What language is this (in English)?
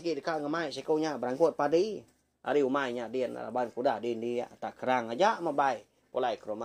Iban